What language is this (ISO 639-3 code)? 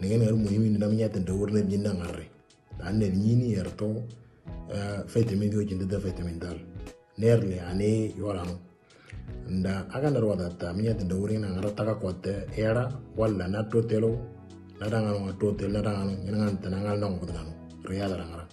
mor